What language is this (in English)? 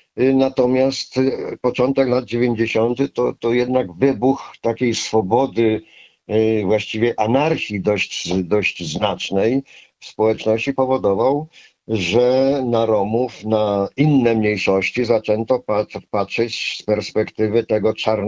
Polish